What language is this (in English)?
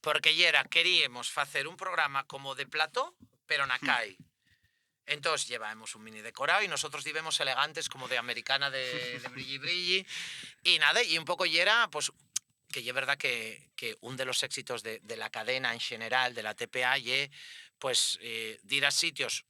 Asturian